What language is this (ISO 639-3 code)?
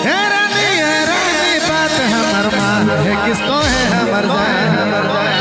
sck